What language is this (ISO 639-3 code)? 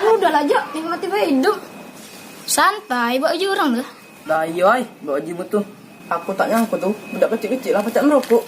mui